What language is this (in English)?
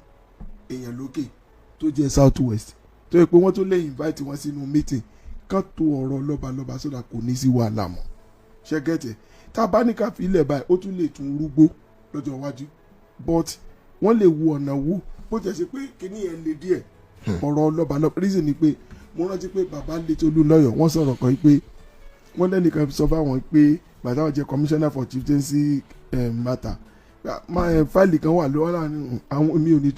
Yoruba